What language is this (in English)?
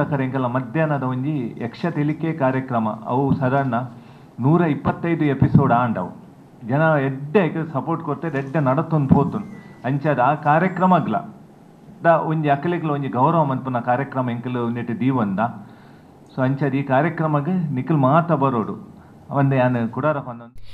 Tulu